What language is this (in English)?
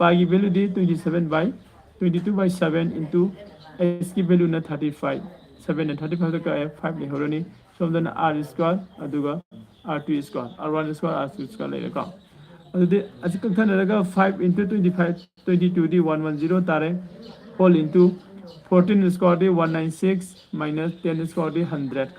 Manipuri